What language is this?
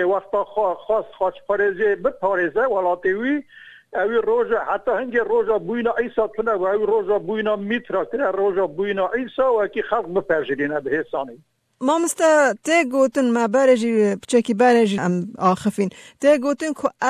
Kurdish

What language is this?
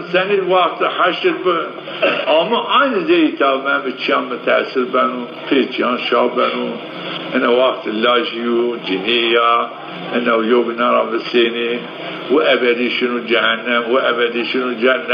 Zaza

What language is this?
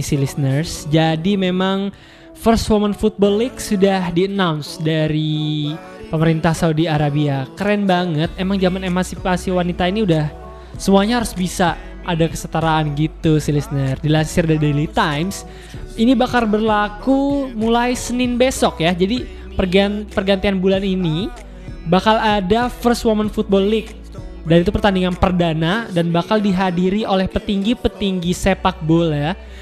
Indonesian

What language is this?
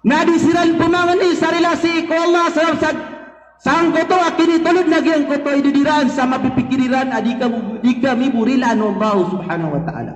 Maranao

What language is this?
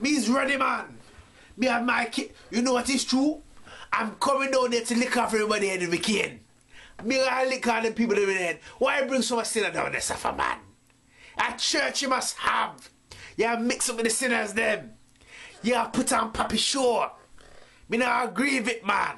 Jamaican Creole English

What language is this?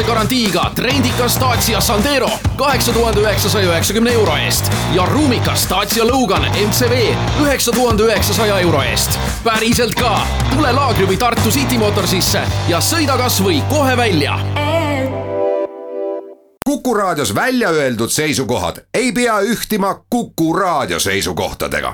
Estonian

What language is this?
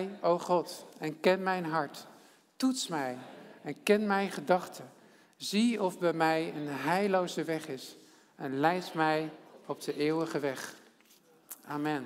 Dutch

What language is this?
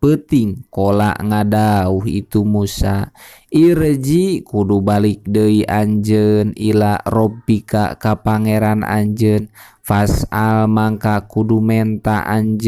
Sundanese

